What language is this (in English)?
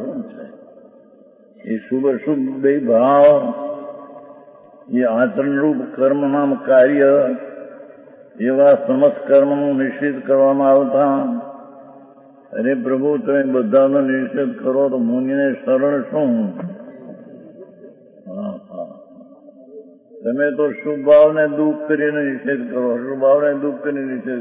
Gujarati